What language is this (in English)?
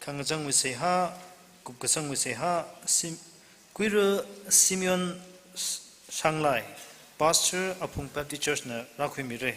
Tangkhul Naga (India)